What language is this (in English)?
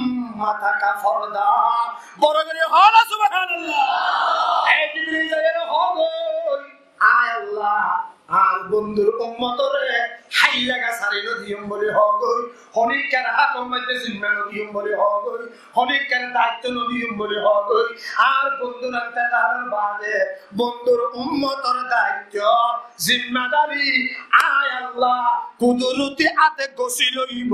Rohingya